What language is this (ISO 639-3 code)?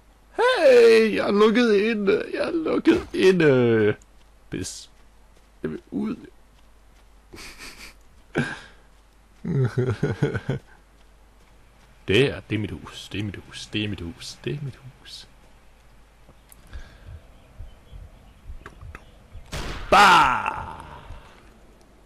dan